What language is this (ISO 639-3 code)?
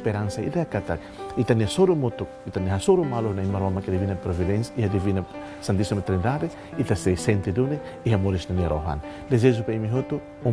tet